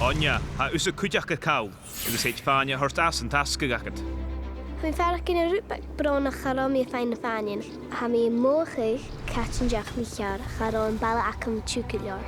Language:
Scottish Gaelic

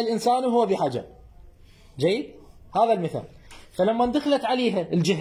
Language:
Mesopotamian Arabic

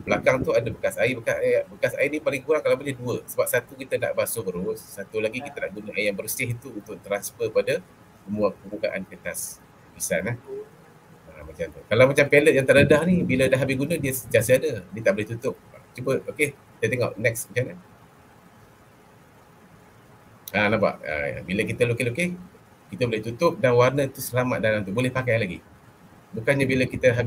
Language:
Malay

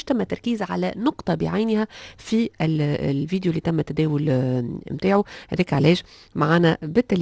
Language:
Tunisian Arabic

